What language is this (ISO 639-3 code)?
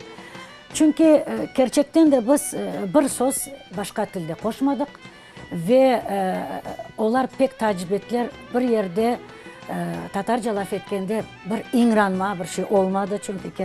crh